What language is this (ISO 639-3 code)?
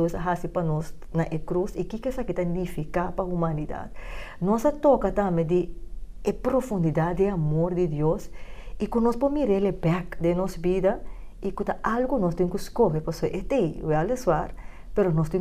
pap